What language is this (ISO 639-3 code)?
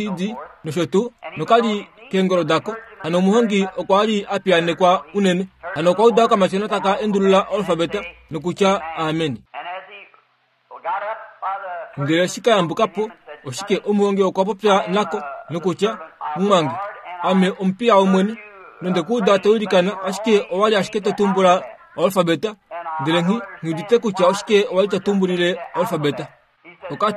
kua